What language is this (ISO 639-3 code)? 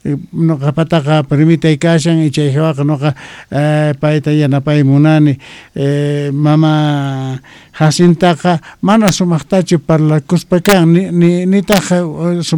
que